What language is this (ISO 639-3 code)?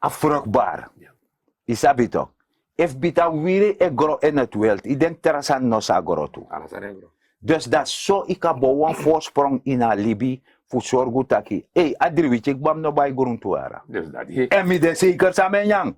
srn